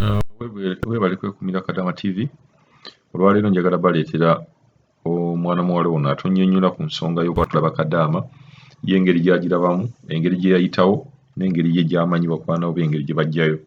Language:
Ganda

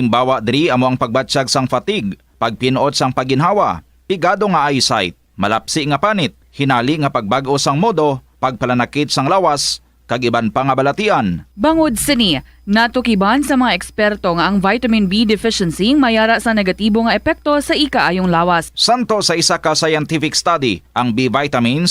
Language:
Hiligaynon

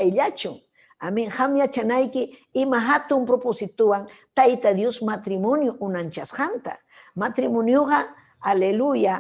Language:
Ayacucho Quechua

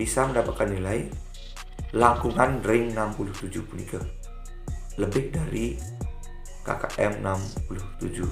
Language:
Balinese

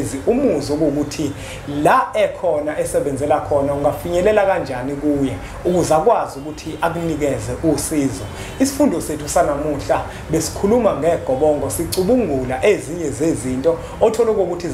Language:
Zulu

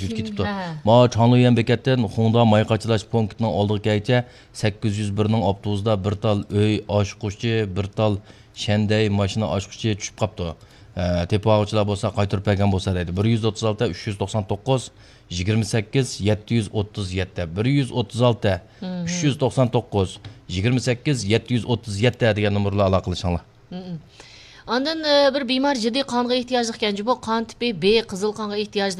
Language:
Uyghur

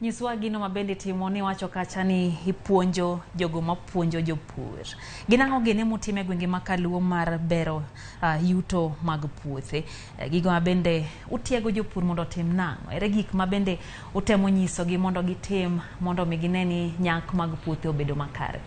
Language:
Luo (Kenya and Tanzania)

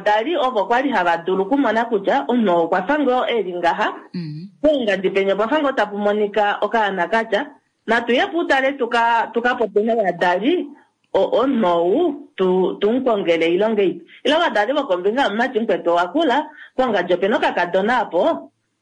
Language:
Kuanyama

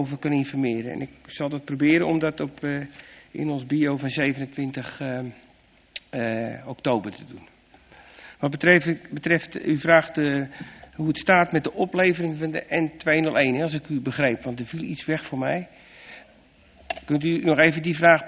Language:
Dutch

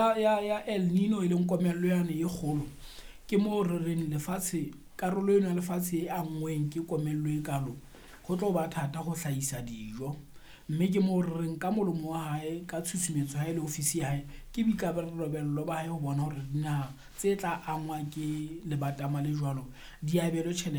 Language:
Southern Sotho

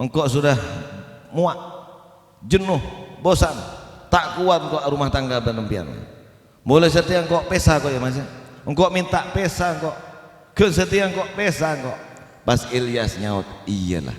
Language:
Madurese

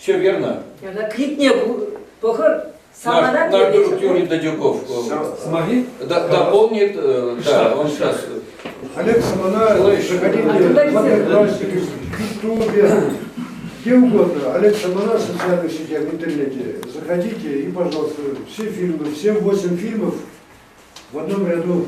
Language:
Chuvash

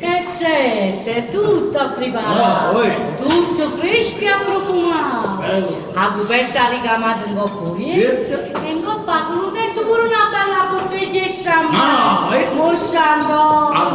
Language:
Neapolitan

